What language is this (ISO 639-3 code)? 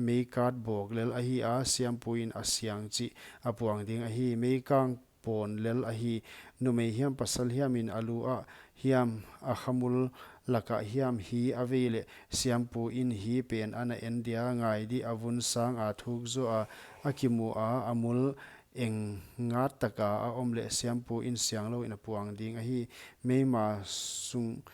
pck